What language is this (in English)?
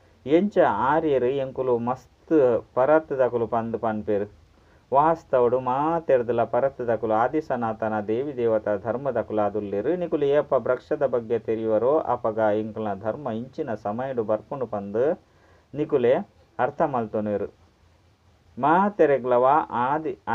Tulu